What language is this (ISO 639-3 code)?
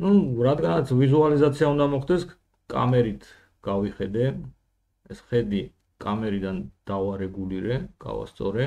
kat